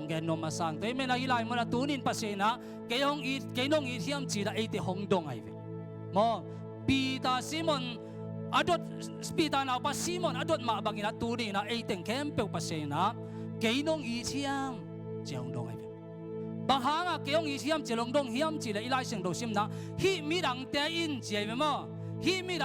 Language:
Tedim Chin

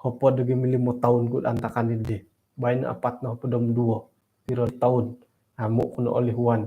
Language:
Central Dusun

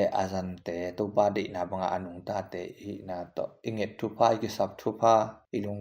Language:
Tedim Chin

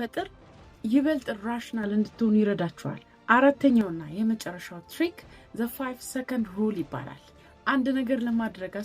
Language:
Amharic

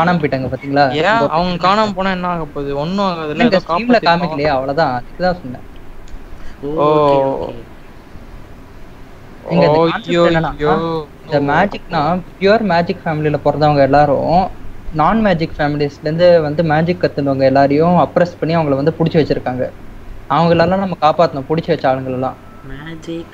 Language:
Tamil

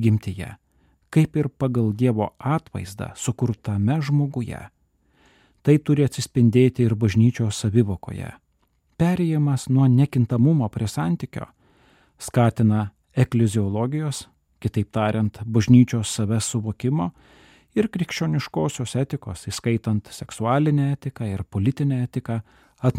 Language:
Lithuanian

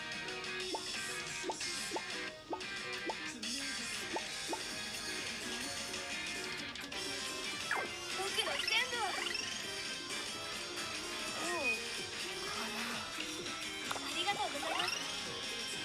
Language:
Japanese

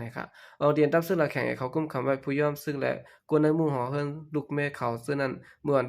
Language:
Shan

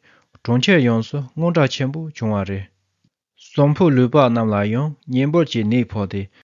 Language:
Tibetan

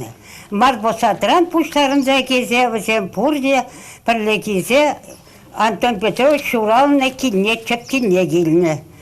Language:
Chuvash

